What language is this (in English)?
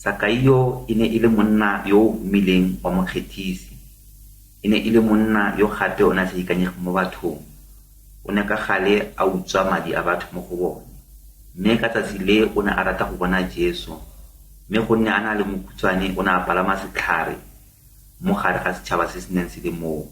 Tswana